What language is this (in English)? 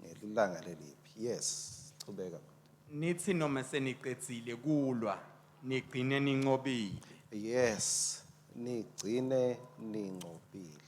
Swati